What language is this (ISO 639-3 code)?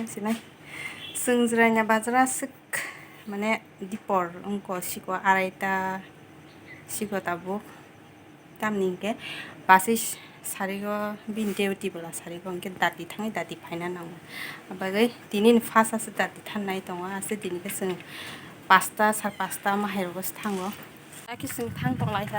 trp